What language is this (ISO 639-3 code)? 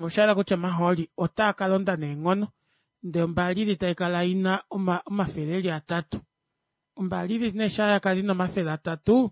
kua